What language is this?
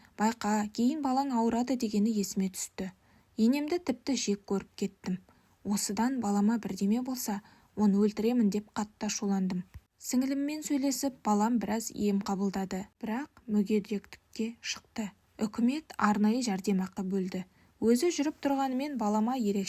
Kazakh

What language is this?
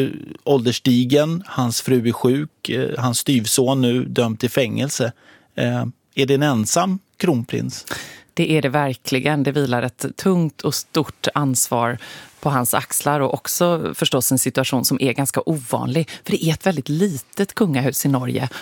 Swedish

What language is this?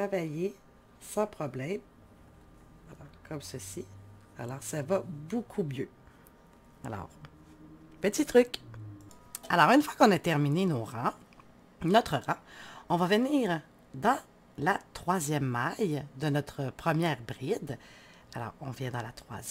French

